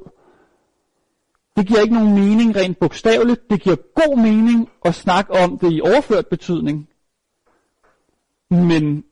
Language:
Danish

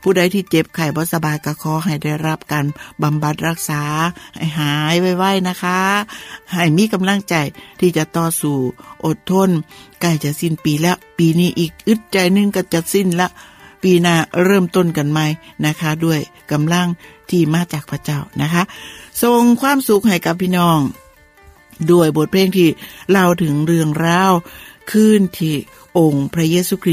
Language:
Thai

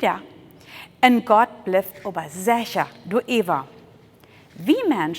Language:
Plautdietsch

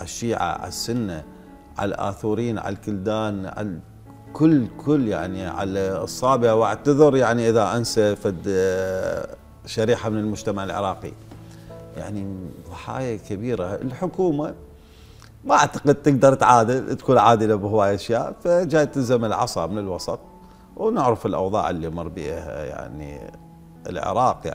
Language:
Mesopotamian Arabic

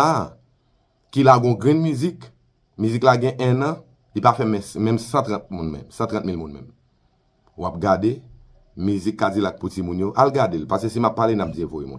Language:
Haitian Creole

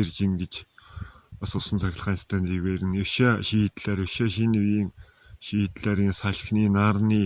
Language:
Mongolian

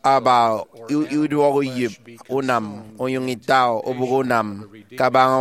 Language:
Efik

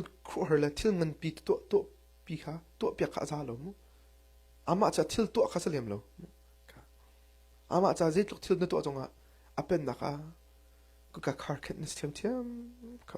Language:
Hakha Chin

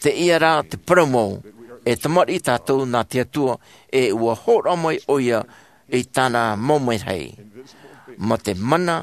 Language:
Tahitian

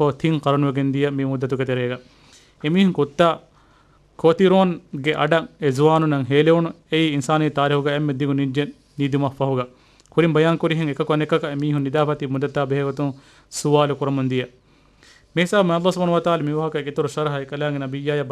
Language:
Divehi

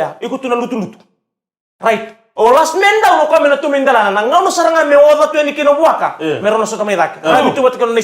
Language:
Fijian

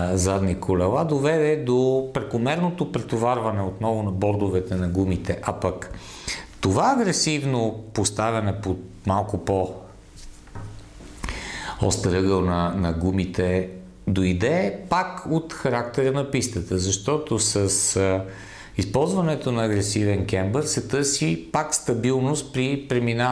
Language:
Bulgarian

